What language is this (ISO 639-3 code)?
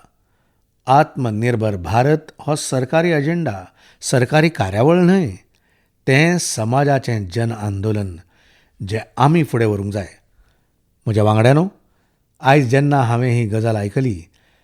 kok